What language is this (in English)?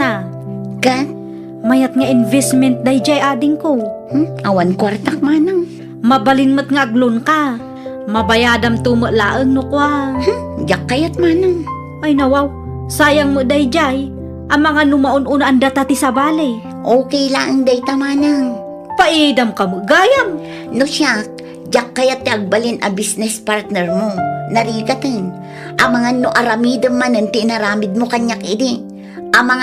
Iloko